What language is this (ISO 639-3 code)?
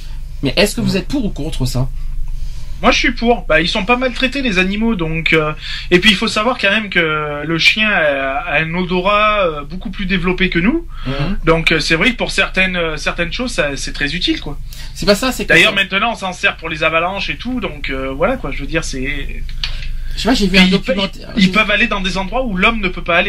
fra